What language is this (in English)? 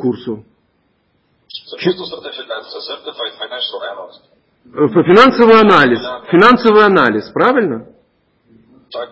Ukrainian